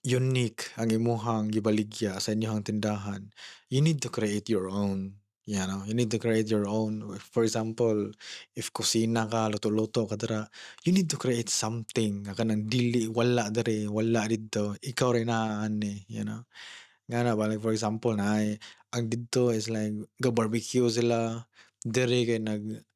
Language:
Cebuano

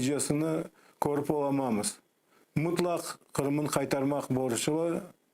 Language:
Crimean Tatar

